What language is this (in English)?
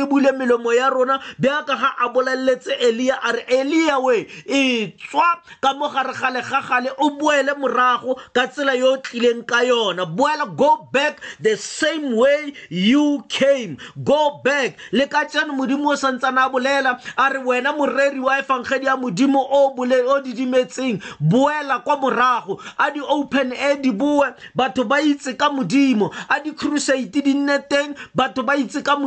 Tswana